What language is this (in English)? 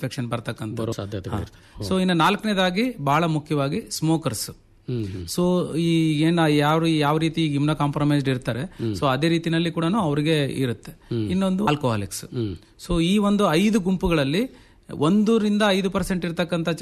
Kannada